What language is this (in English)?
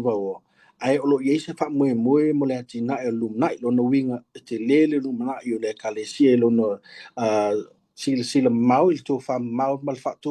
Samoan